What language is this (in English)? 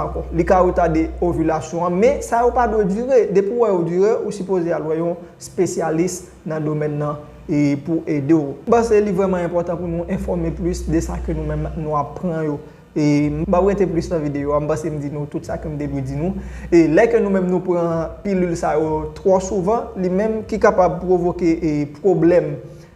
Haitian Creole